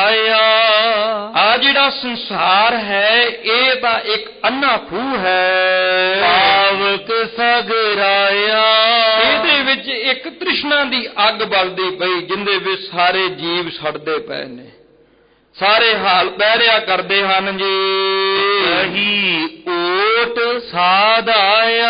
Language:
Punjabi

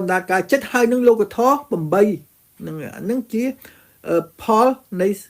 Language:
Khmer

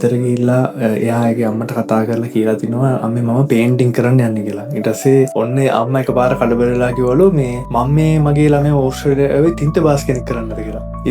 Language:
Sinhala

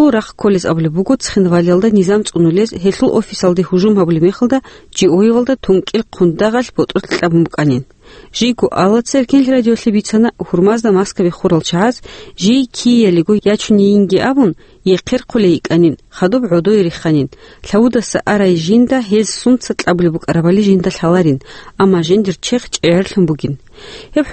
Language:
Avaric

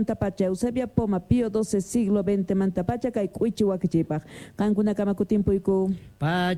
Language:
South Bolivian Quechua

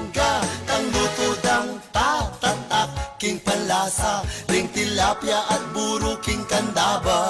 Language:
Pampanga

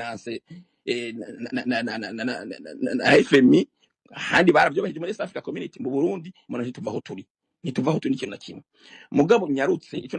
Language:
Rundi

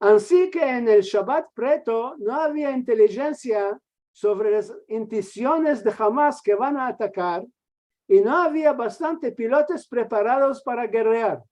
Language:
Ladino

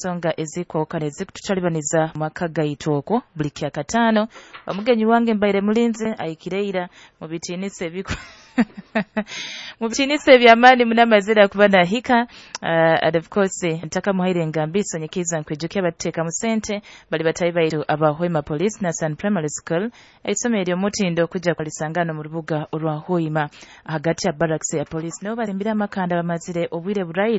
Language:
Nyoro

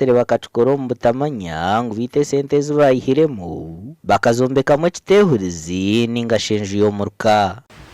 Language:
Nyankole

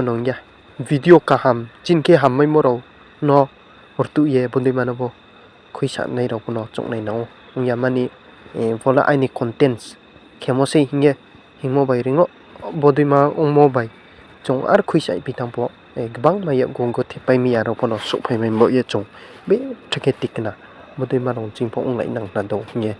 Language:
Riang (India)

